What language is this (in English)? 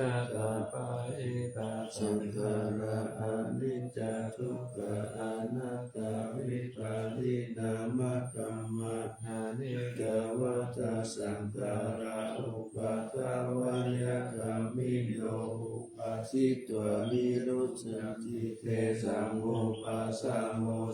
Pali